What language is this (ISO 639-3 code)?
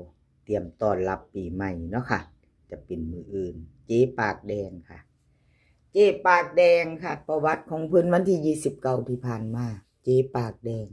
tts